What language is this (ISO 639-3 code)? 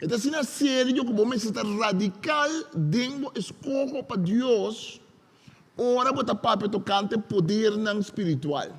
pap